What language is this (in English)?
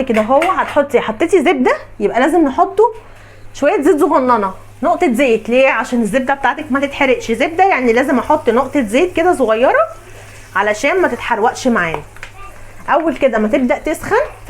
Egyptian Arabic